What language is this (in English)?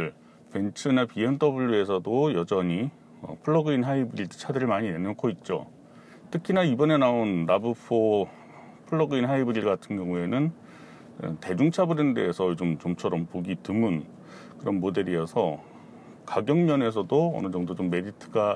Korean